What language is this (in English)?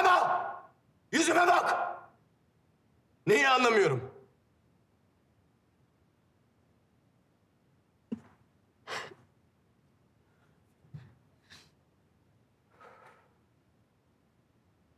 Turkish